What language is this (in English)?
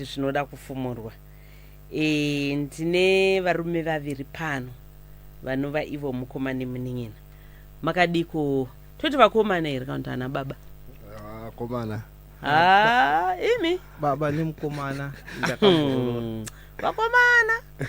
Shona